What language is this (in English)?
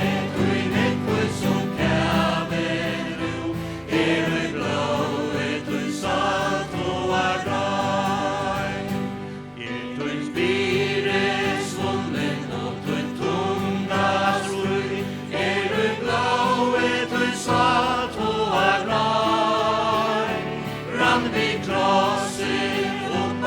Faroese